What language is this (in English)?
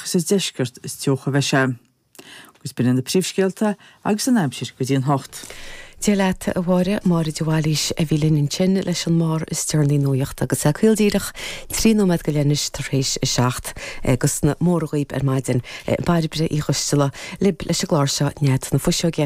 Irish